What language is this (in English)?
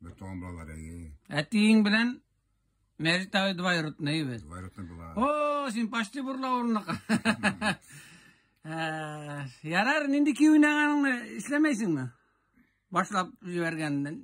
Tatar